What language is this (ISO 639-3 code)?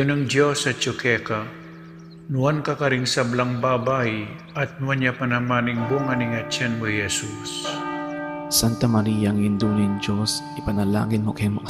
pam